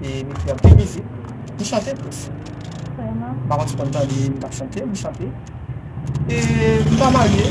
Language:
Haitian Creole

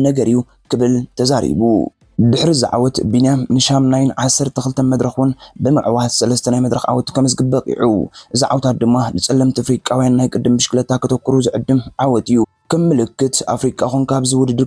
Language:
Tigrinya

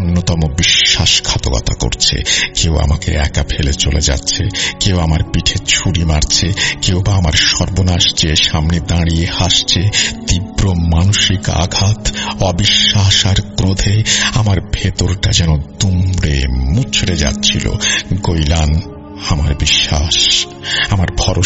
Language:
Bangla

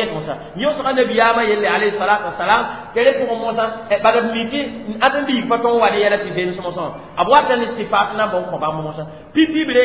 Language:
Mossi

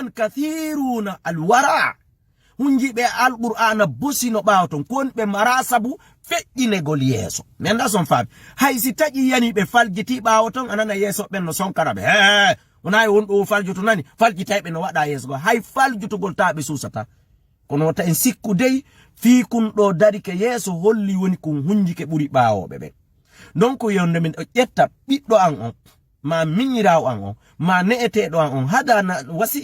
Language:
Fula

